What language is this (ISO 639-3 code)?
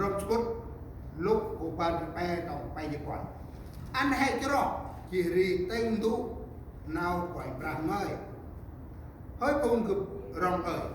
cmo